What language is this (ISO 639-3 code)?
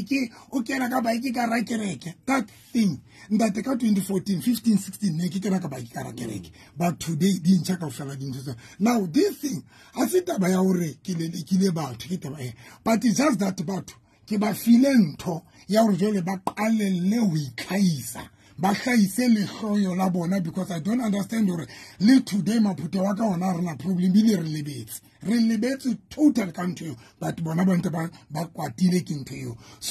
sot